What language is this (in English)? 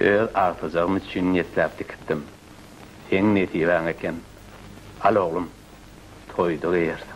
Turkmen